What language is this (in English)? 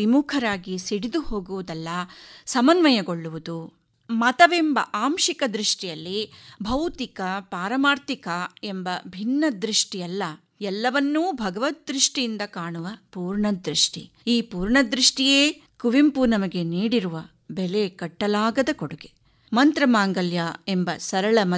Kannada